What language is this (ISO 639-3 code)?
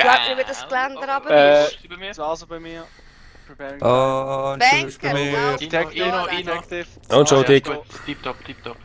gsw